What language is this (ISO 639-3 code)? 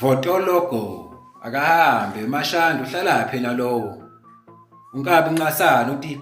zul